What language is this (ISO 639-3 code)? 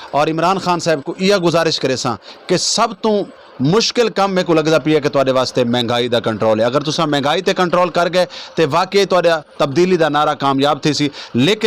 skr